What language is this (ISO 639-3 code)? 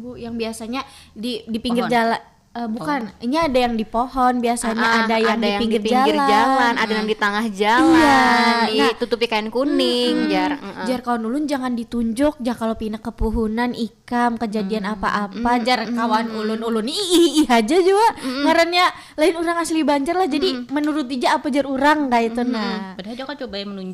bjn